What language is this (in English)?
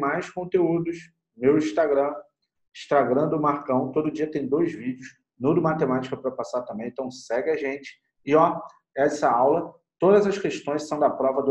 Portuguese